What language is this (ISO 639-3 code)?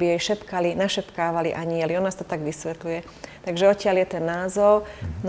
slk